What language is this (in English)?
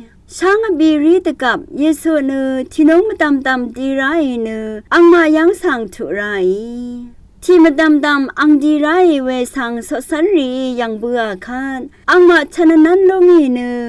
Rawang